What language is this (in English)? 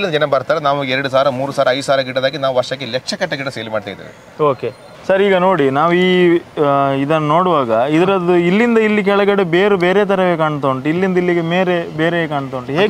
Kannada